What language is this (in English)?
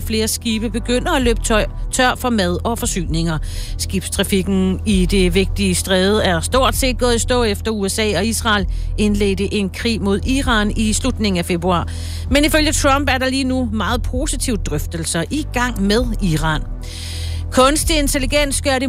Danish